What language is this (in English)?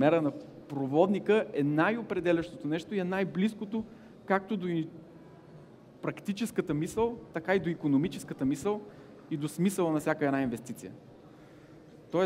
Bulgarian